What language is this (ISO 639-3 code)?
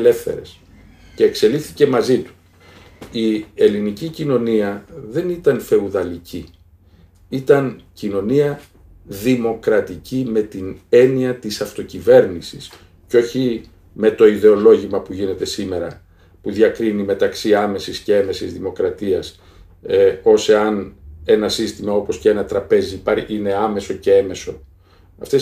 ell